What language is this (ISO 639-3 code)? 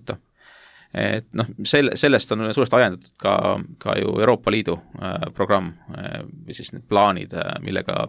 est